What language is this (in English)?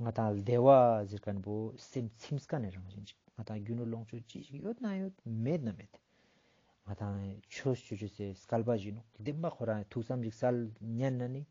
Ladakhi